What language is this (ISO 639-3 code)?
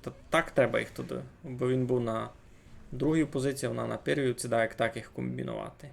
rue